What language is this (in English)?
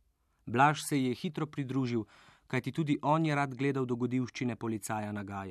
Slovenian